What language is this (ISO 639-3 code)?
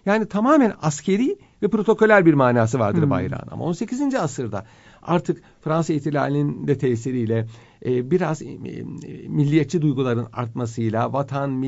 tur